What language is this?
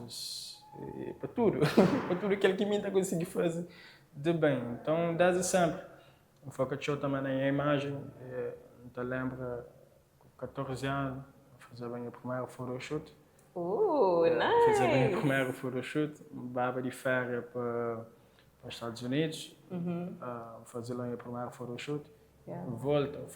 Kabuverdianu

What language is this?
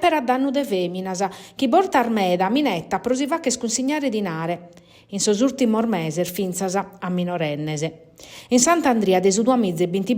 Sardinian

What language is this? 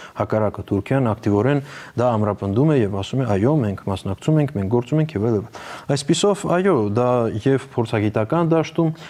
Armenian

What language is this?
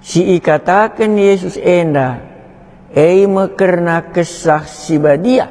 Batak Karo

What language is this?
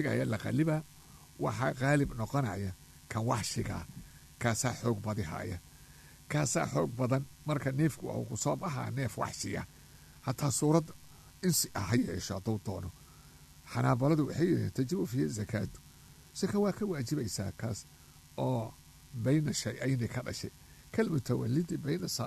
Somali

